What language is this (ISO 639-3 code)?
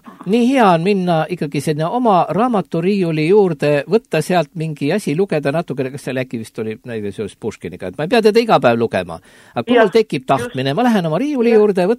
est